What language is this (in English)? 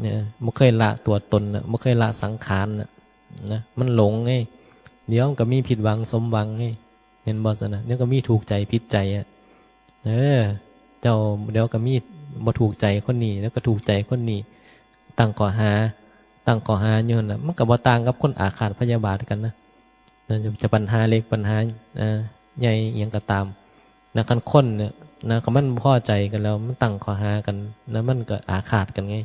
Northeastern Thai